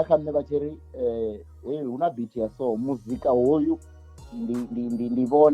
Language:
Venda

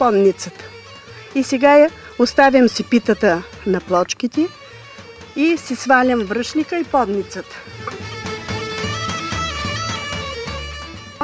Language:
Bulgarian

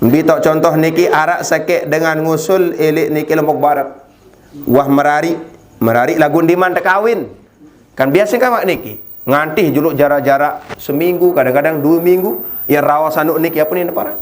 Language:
Sasak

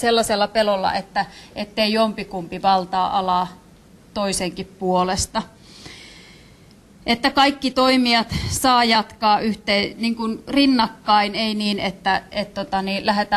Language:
Finnish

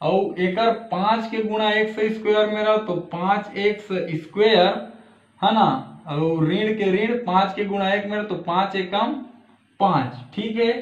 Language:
Chhattisgarhi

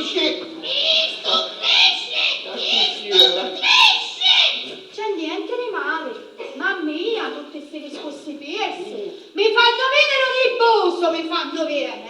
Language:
Sicilian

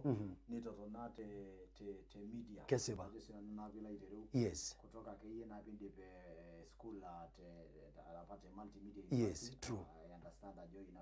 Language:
Masai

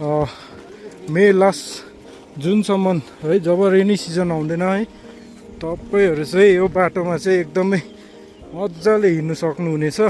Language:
Nepali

